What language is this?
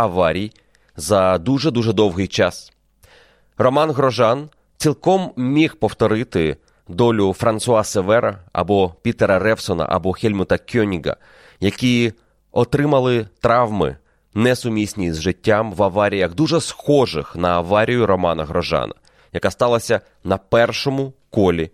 Ukrainian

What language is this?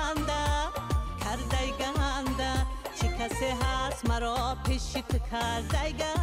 Tajik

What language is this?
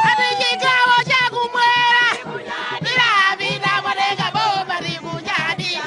Nyanja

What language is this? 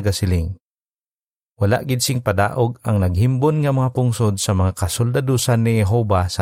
Hiligaynon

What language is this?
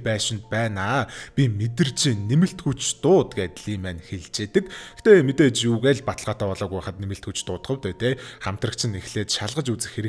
Mongolian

